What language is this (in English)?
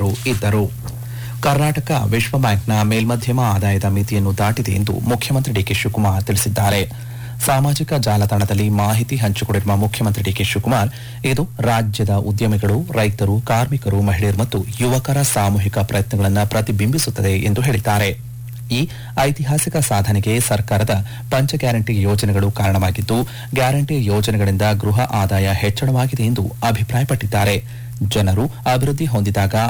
Kannada